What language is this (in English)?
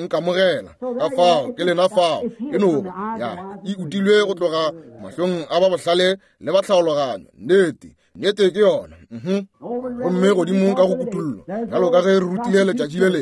Northern Sotho